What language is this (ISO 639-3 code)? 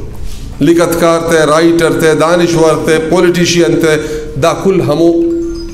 brh